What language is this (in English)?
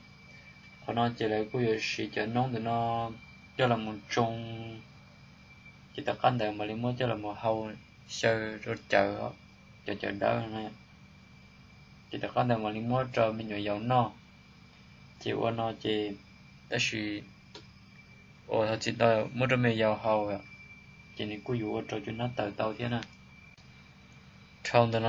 Vietnamese